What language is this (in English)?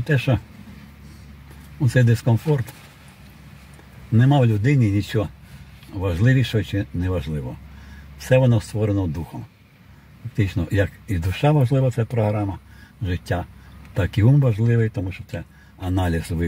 Ukrainian